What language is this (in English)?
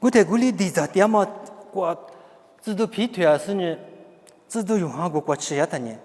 Lisu